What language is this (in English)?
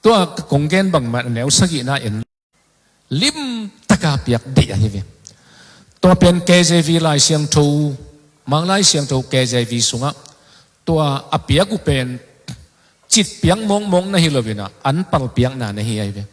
Tedim Chin